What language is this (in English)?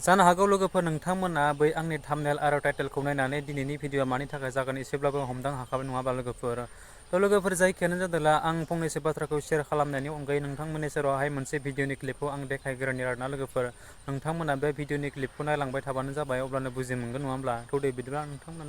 Bodo